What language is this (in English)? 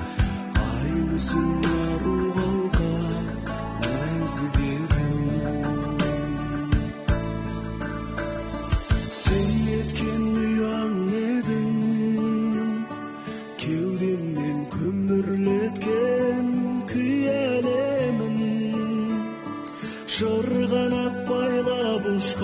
Kazakh